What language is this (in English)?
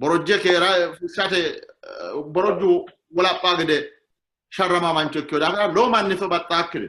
Sidamo